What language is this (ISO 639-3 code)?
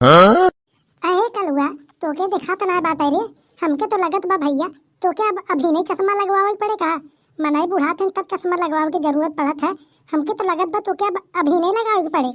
awa